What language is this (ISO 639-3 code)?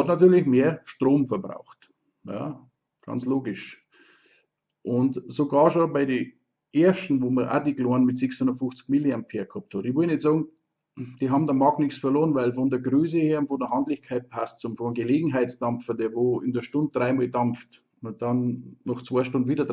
bar